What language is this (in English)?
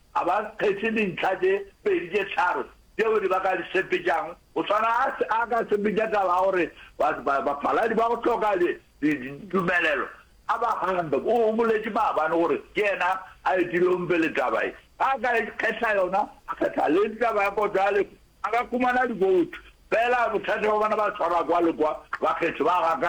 Northern Sotho